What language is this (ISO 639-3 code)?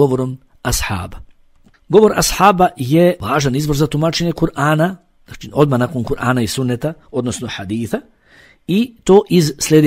bos